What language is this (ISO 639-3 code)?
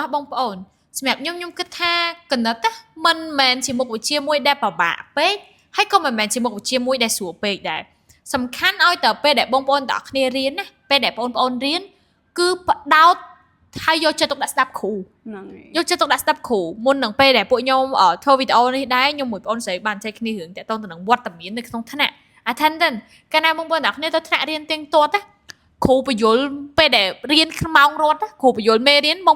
khm